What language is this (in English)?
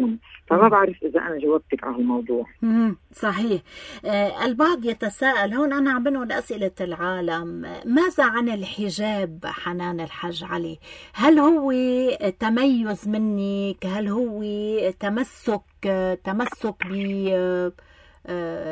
North Levantine Arabic